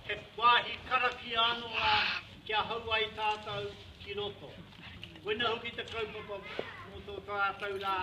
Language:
Māori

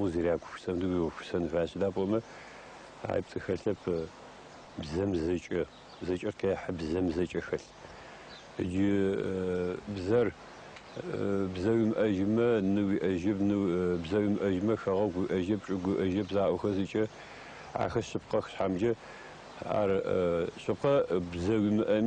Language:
Adyghe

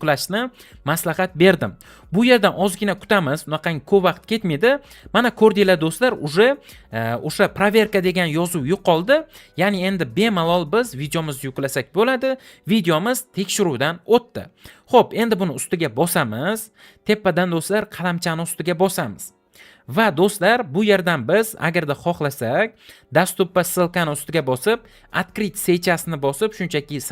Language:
Uzbek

